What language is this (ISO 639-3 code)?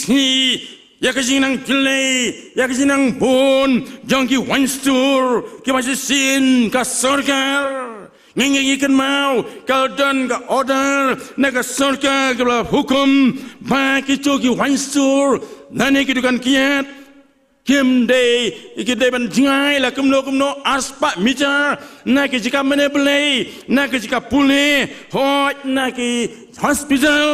kha